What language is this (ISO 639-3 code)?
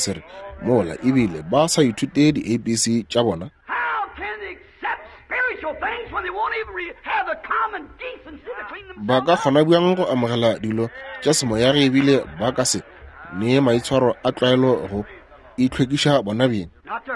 nso